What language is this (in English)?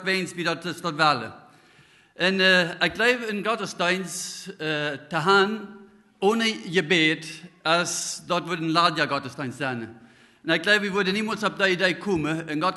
Plautdietsch